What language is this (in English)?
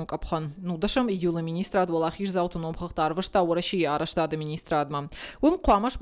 Ossetic